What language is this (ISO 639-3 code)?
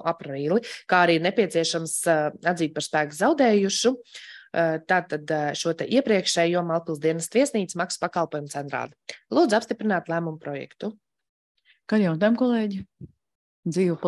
lav